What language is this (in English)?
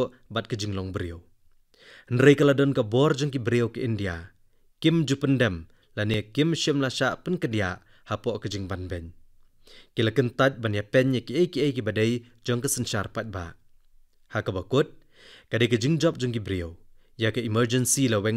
Khasi